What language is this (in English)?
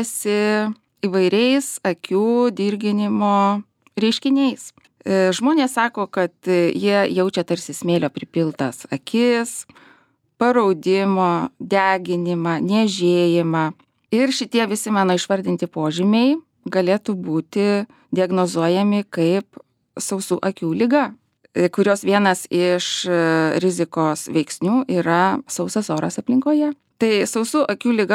Lithuanian